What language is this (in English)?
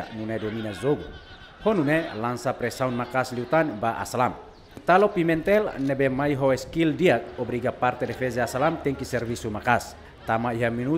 Tetum